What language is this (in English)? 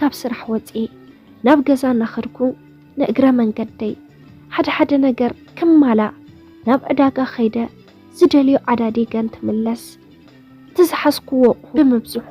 Tigrinya